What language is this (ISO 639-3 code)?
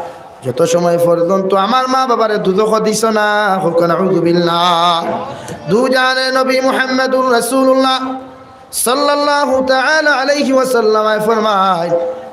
syl